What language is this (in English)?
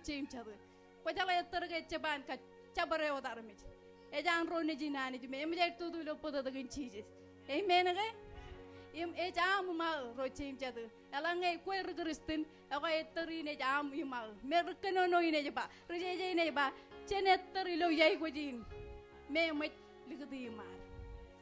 Marshallese